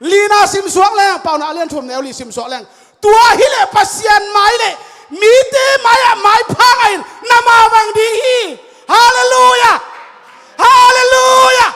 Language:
Tedim Chin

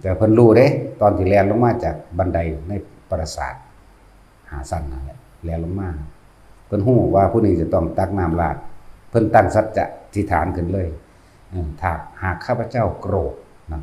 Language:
Northeastern Thai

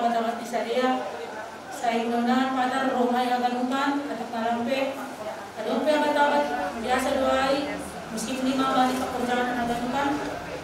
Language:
Batak Simalungun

